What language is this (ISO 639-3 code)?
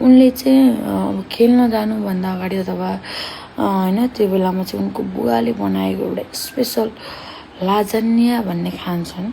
nep